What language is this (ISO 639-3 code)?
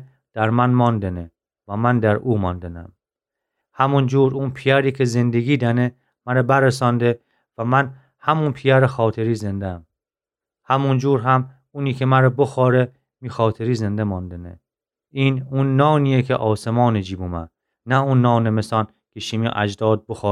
glk